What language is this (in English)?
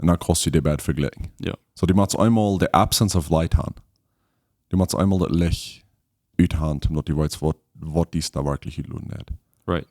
Plautdietsch